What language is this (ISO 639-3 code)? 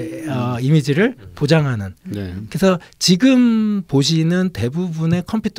kor